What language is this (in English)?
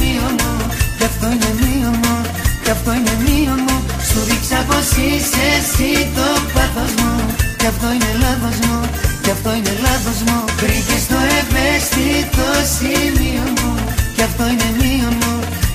Greek